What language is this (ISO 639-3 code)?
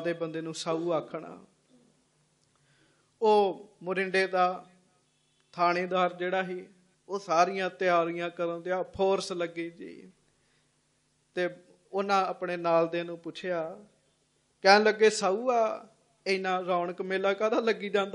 pan